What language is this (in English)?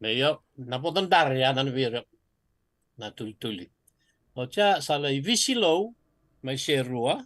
Fijian